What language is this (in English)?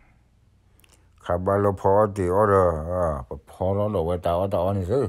S'gaw Karen